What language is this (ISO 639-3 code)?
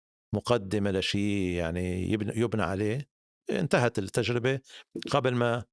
apc